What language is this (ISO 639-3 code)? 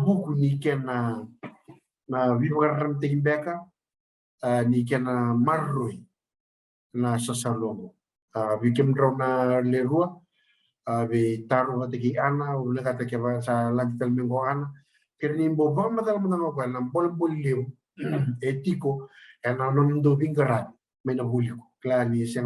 fij